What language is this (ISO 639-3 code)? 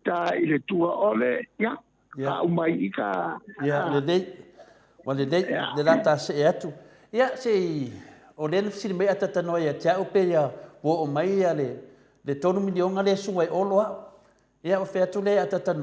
smo